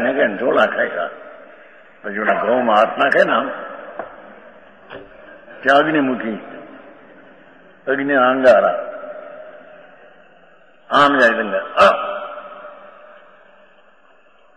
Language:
Gujarati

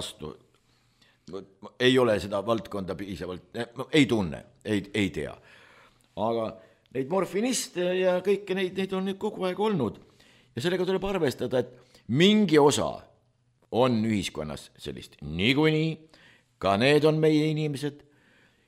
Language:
Estonian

